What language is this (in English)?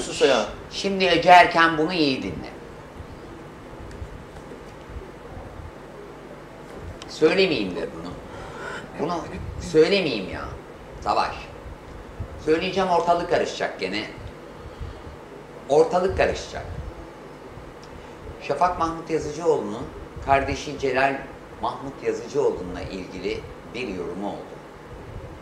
Turkish